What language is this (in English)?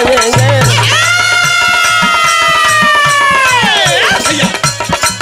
Bhojpuri